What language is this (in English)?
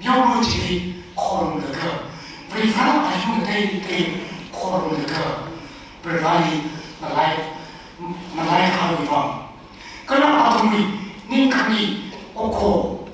Tangkhul Naga (India)